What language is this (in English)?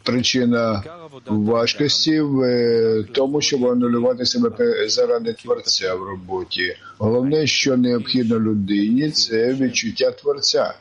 Ukrainian